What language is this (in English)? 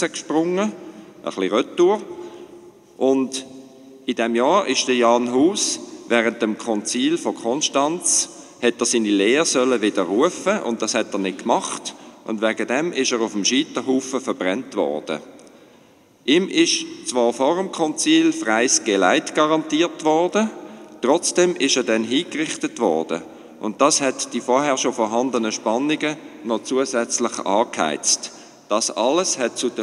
German